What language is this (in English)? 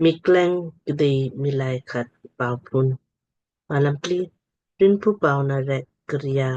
Lamkang